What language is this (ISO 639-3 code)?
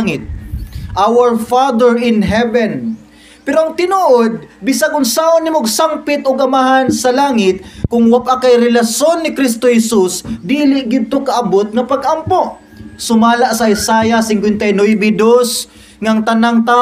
ceb